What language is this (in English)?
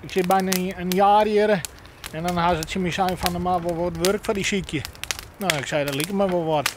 Western Frisian